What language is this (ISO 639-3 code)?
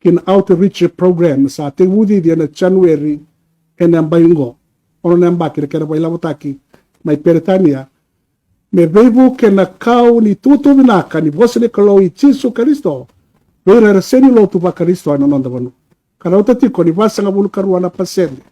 fij